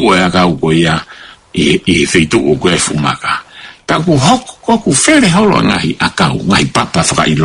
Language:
Tongan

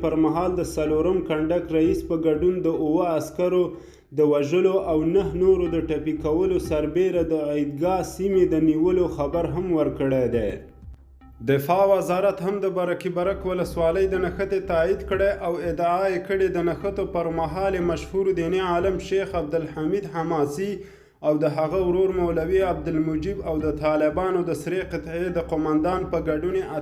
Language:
Pashto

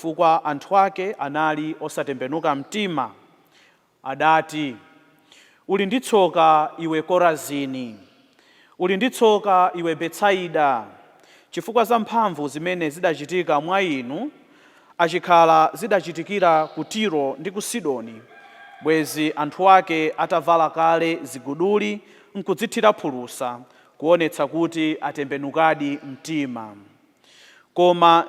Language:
Nyanja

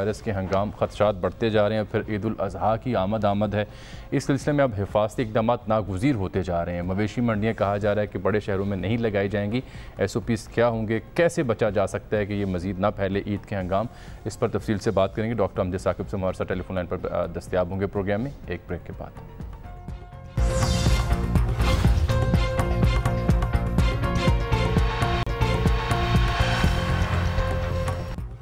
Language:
Urdu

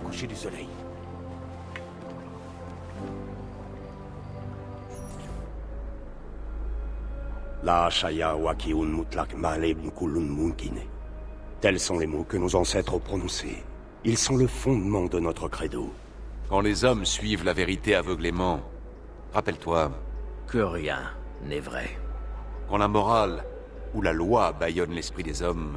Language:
French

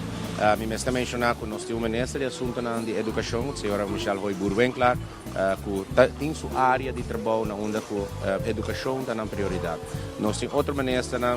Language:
Papiamento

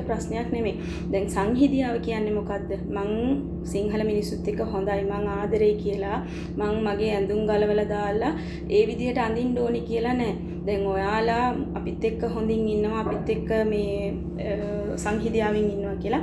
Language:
Sinhala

